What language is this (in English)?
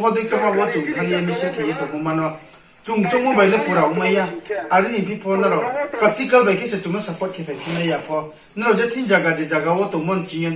Riang (India)